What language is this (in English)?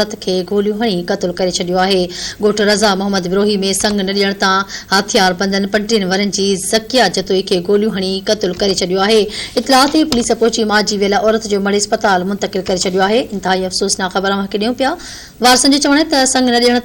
Sindhi